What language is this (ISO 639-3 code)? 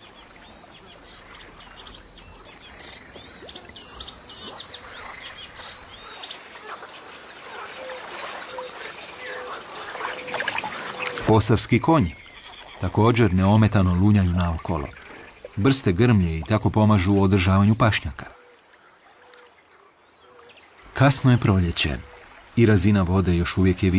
hrv